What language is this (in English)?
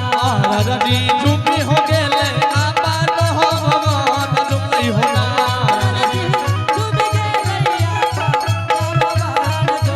Angika